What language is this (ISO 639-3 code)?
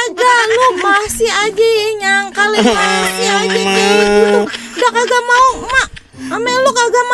bew